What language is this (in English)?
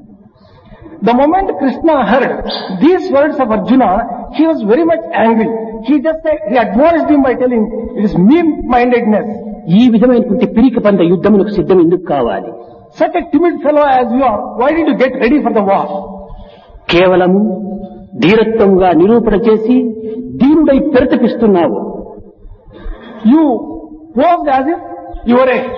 Telugu